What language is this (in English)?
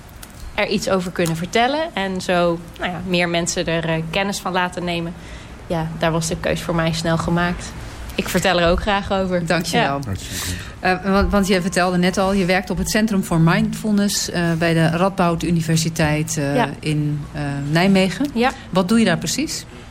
Dutch